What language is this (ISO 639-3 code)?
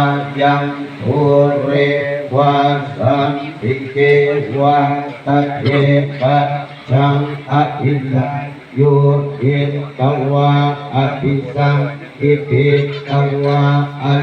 pli